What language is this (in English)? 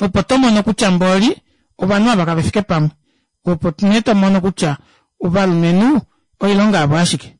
Kuanyama